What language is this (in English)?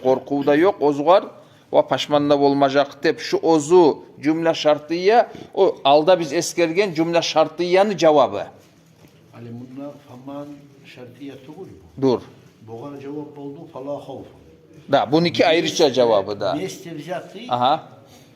Kumyk